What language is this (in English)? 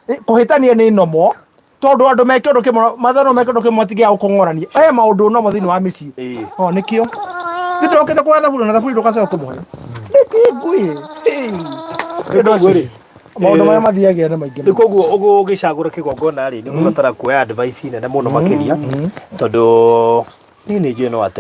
Kikuyu